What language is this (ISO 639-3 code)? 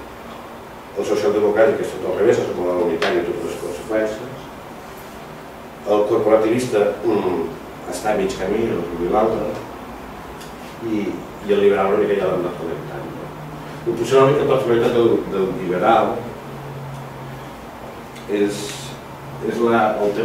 cat